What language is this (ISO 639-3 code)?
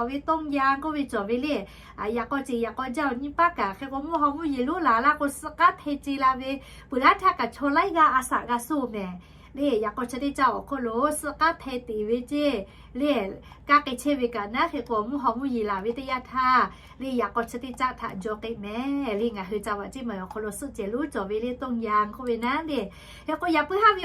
lhu